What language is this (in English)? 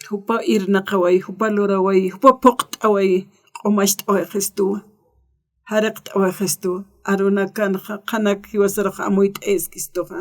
Aymara